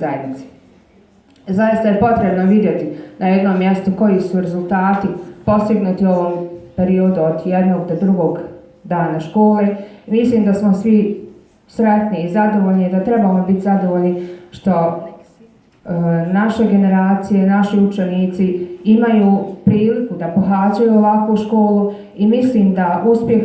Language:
Bosnian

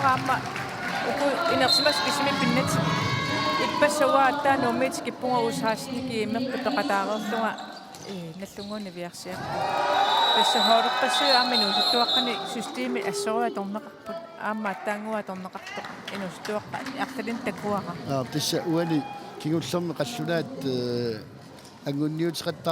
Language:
Kalaallisut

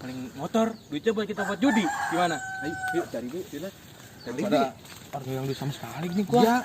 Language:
Betawi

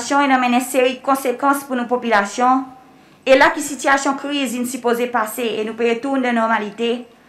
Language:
Seselwa Creole French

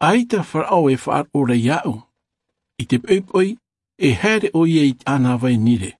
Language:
Tahitian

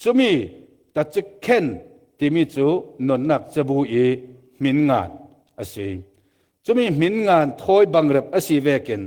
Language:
Falam Chin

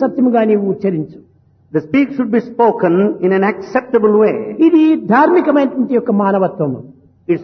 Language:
Telugu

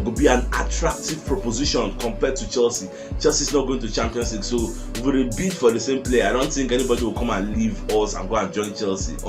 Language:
Nigerian Pidgin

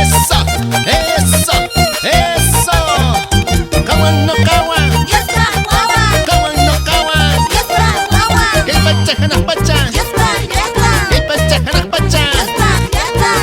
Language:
Quechua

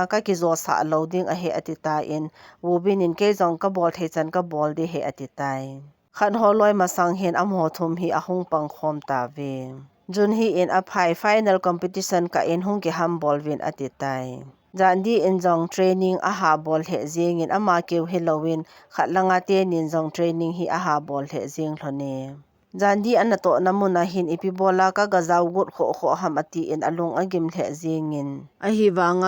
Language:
Thado Chin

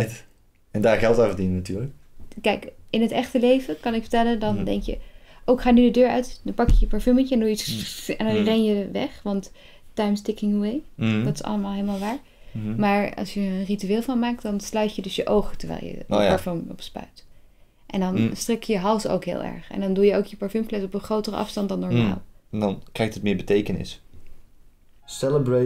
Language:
Dutch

